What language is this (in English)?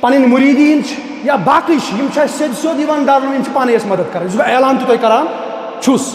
Kashmiri